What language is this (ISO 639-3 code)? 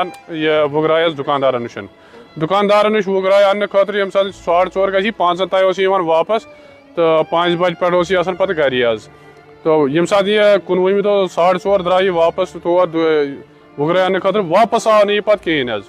kas